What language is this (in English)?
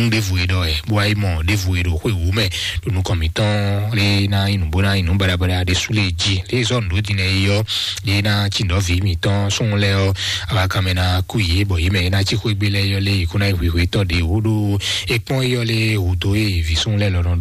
Fon